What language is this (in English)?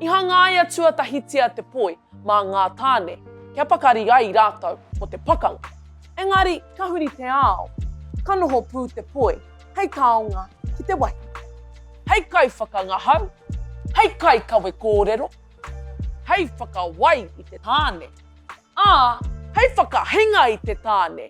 Māori